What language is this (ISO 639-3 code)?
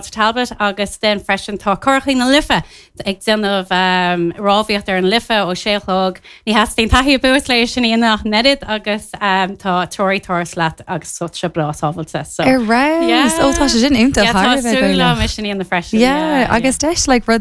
gle